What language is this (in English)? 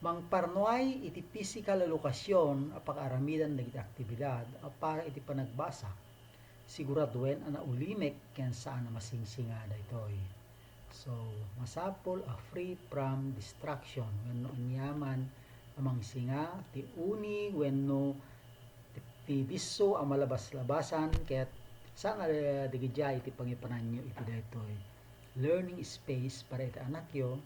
Iloko